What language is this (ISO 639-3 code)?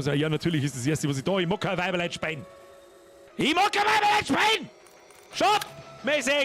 bar